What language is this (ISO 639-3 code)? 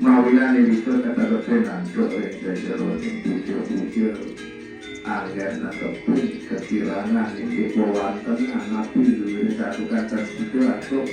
ban